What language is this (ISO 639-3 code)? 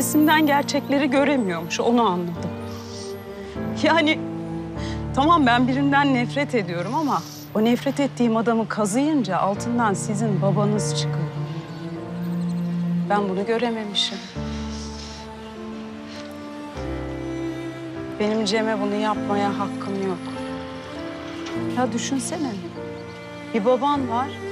tur